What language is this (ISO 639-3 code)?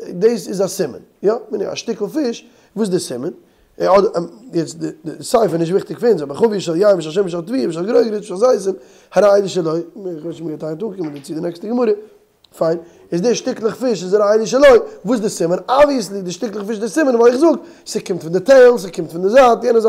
yid